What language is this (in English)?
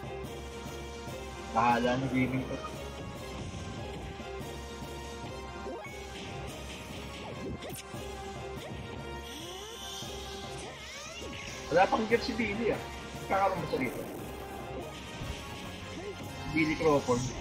Filipino